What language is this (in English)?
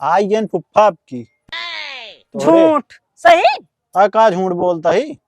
Awadhi